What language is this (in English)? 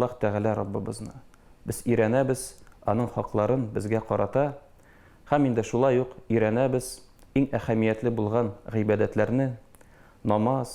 Tatar